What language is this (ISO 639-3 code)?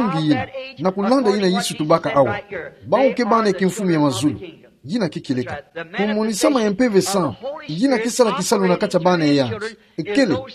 ktu